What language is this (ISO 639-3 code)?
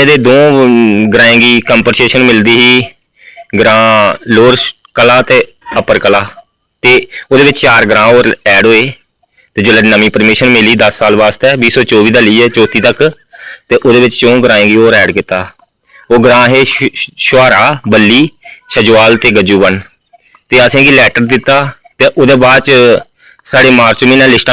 doi